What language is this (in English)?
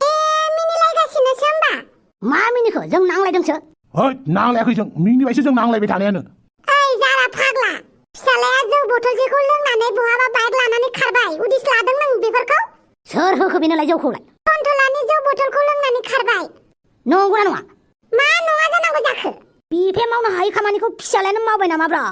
Bodo